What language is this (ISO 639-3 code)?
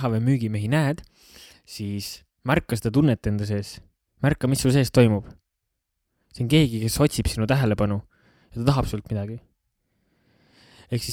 est